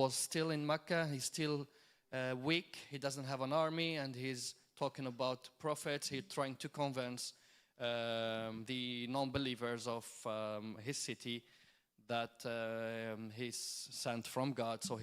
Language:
English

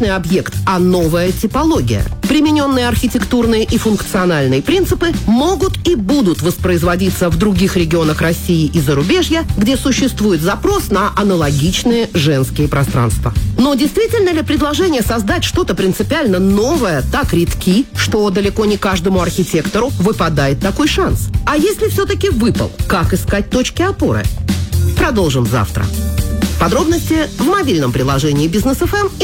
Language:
Russian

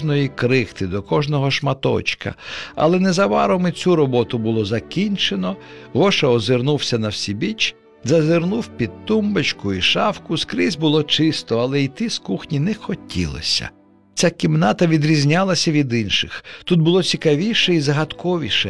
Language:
Ukrainian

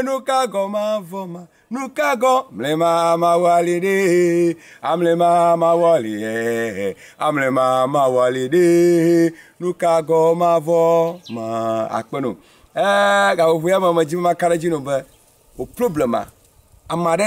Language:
Ewe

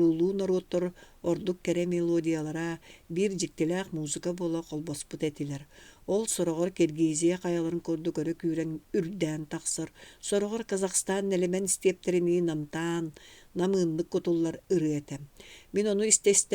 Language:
Yakut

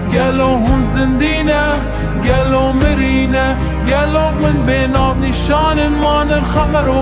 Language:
Kurdish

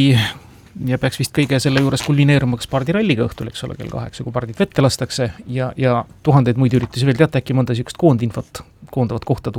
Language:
Estonian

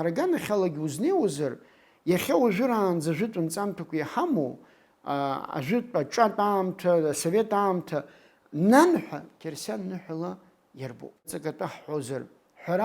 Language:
Abkhazian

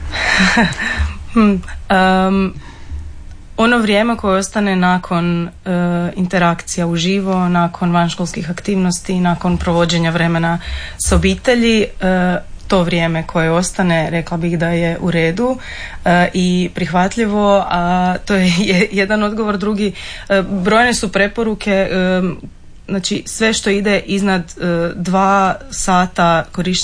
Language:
Croatian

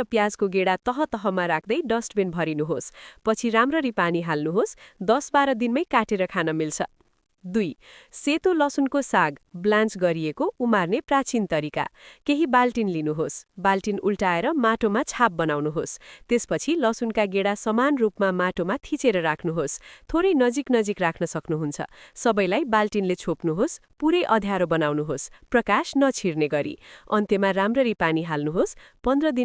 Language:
Nepali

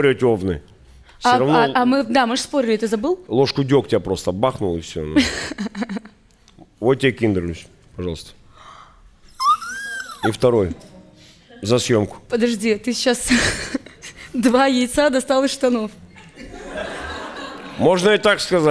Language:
Russian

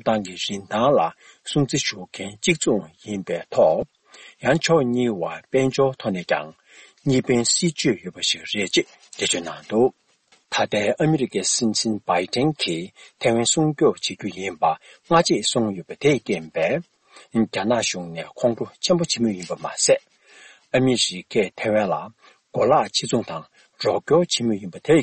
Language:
Tibetan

